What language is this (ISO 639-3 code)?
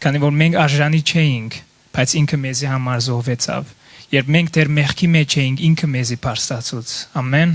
hyw